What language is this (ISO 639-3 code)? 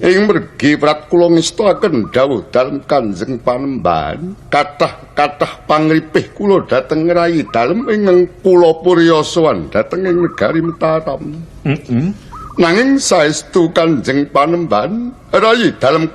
jav